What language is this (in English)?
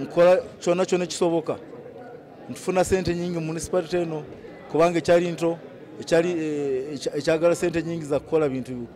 Ganda